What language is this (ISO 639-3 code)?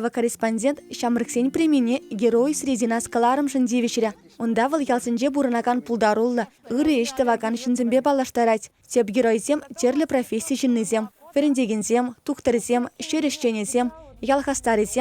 chv